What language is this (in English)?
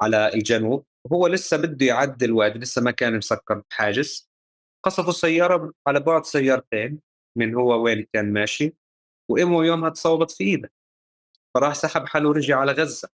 North Levantine Arabic